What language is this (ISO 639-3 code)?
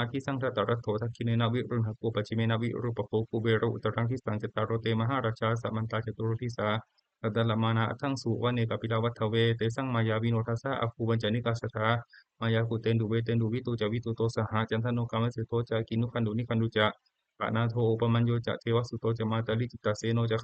pli